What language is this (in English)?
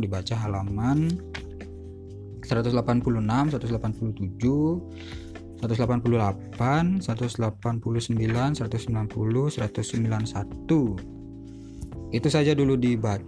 Indonesian